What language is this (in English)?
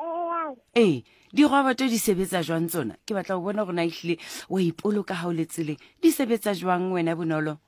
Southern Sotho